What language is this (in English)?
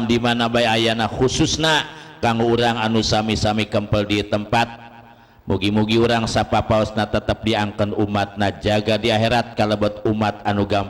Sundanese